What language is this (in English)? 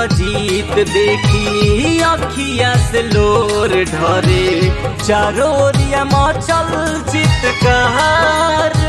Bhojpuri